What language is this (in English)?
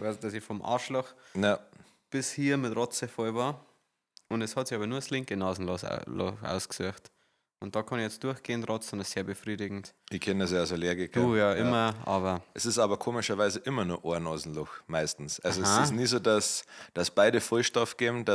Bavarian